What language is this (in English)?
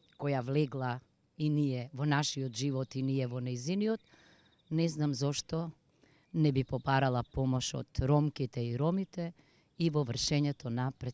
Macedonian